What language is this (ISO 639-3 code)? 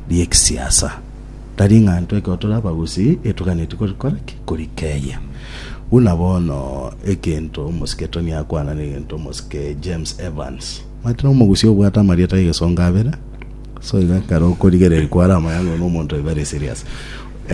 guz